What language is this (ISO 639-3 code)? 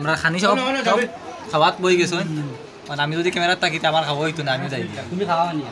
syl